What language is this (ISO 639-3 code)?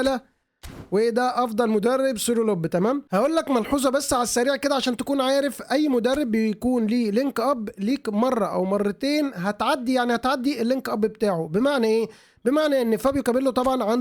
arz